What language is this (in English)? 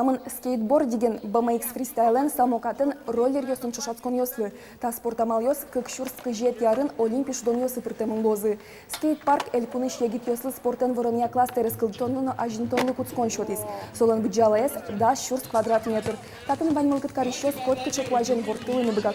Udmurt